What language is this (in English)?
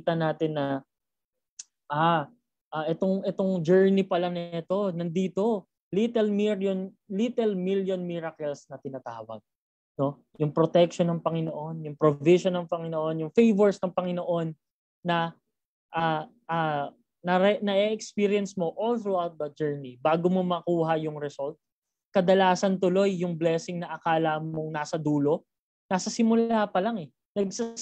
Filipino